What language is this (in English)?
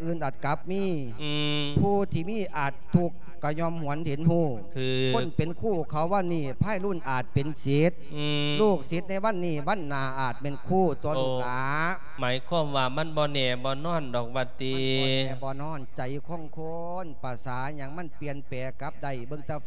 Lao